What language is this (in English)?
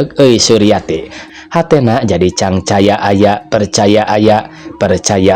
Sundanese